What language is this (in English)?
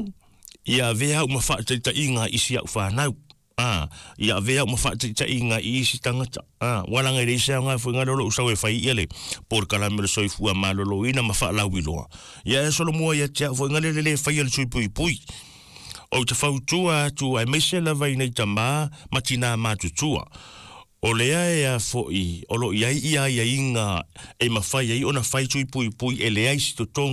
Samoan